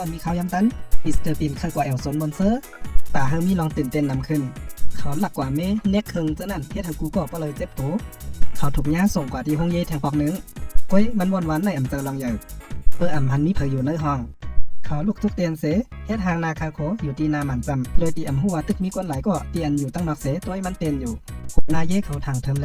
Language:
Shan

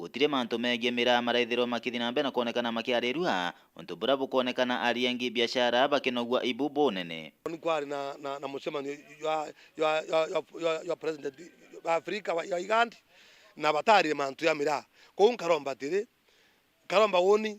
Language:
Meru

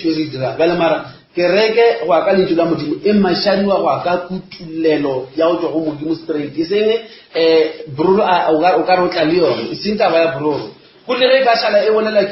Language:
Northern Sotho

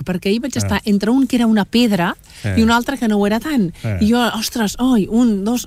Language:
Catalan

